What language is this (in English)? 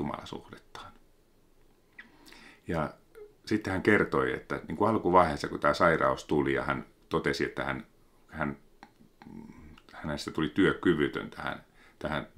Finnish